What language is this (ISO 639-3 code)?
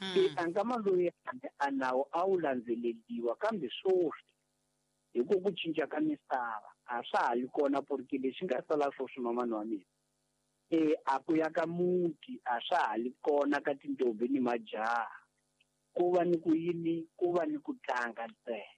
tso